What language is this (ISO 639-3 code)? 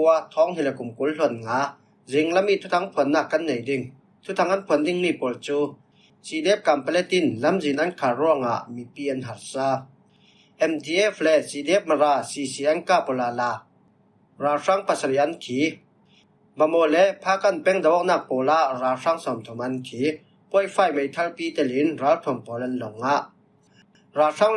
cfm